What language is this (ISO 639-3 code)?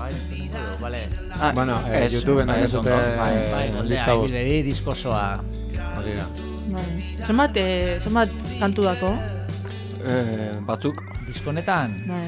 eus